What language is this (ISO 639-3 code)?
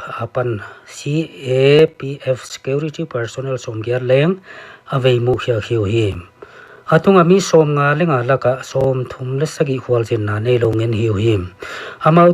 pck